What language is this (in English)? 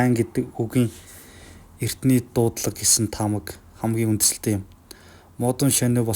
Mongolian